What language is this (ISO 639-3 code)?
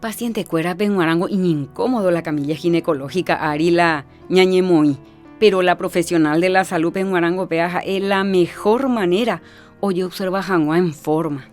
grn